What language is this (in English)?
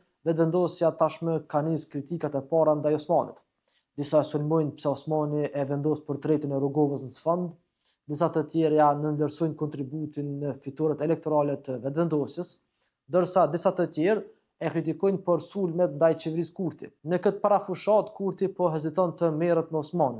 Albanian